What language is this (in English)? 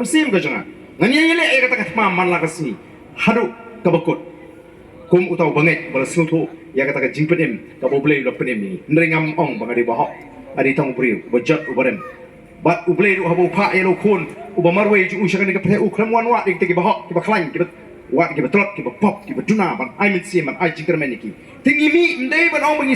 Khasi